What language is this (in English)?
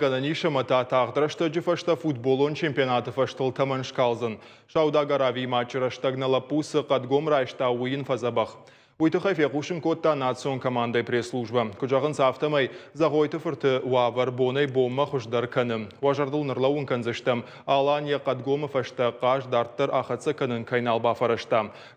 Ossetic